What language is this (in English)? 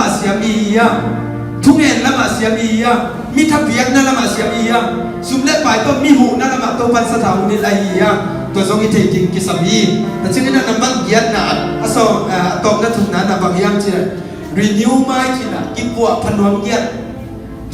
Tedim Chin